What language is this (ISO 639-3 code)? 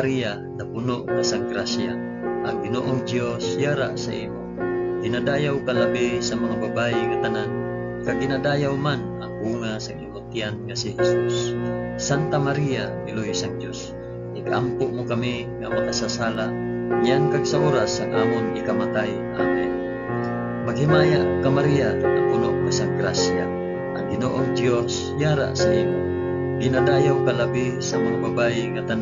hil